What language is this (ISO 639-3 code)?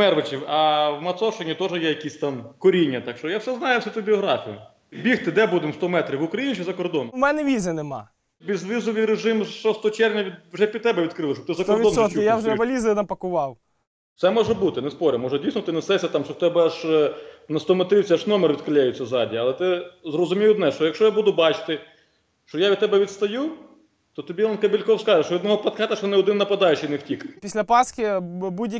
ukr